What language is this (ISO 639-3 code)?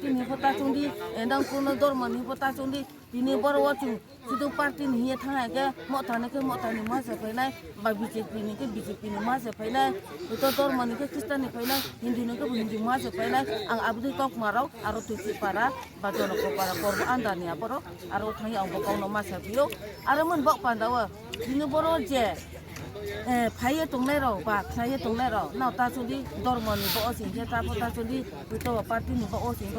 ria